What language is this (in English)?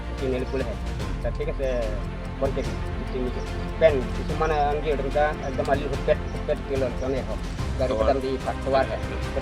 Karbi